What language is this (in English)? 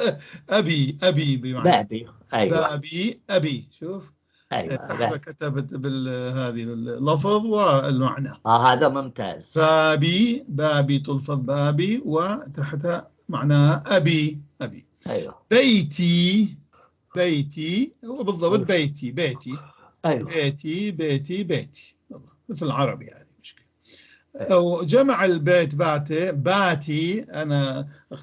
North Levantine Arabic